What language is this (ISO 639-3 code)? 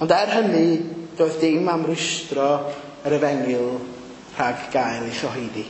cym